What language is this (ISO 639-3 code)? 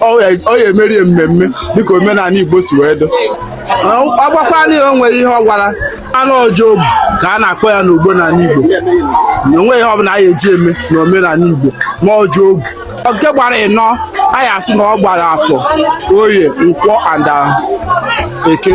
ibo